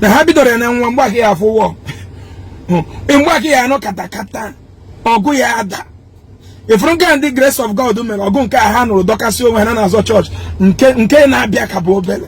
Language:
Igbo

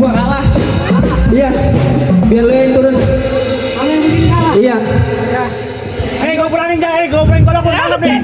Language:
Betawi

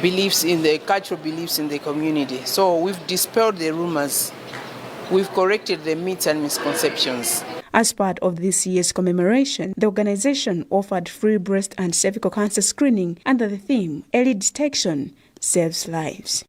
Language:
English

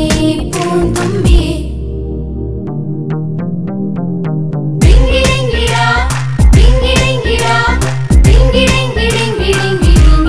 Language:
Malayalam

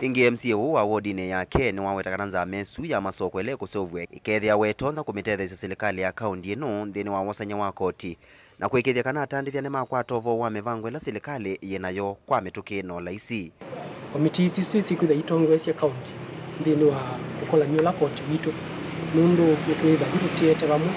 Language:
Kamba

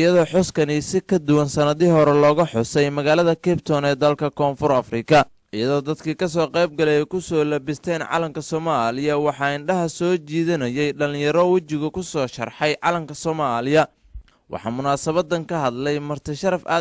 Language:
Somali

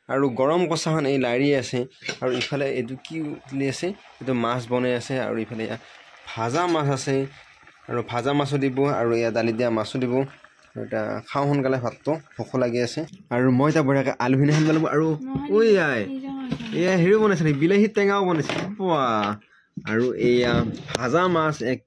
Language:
Assamese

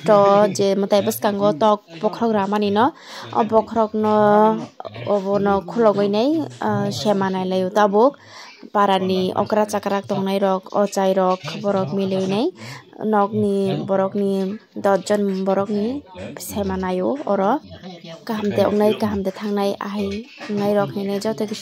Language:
Kok Borok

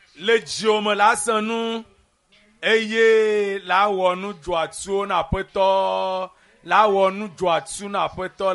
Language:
Ewe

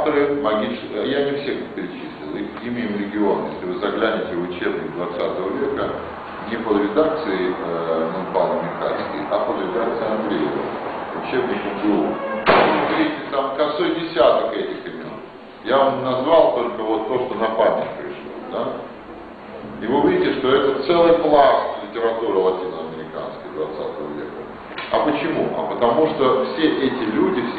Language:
Russian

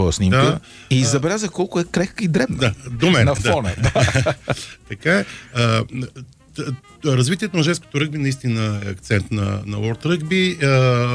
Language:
Bulgarian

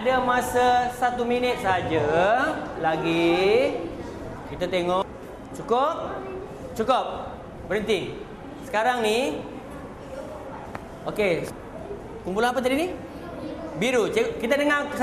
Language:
Malay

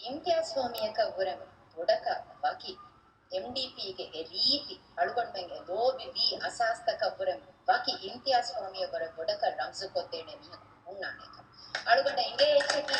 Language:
Divehi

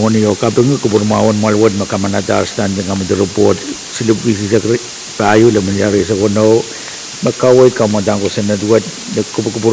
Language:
Pohnpeian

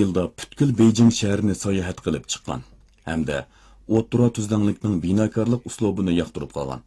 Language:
Uyghur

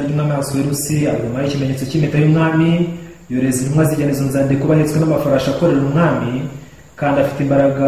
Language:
Kinyarwanda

